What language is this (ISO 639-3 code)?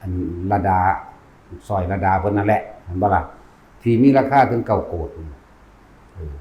lao